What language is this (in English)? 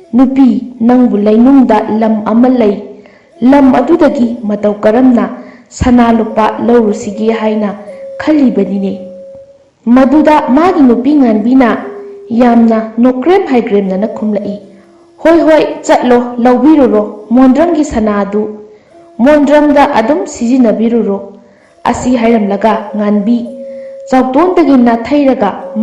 Manipuri